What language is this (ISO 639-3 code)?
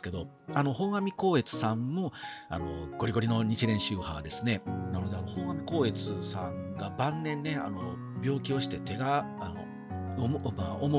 jpn